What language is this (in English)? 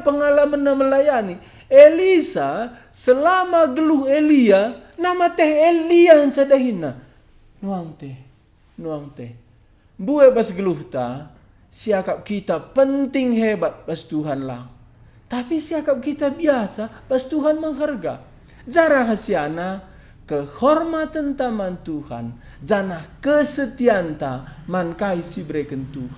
Batak Karo